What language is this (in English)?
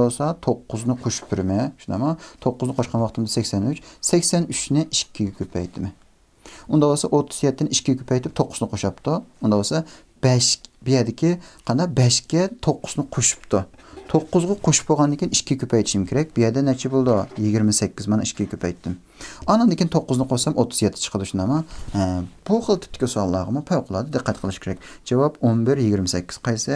Uyghur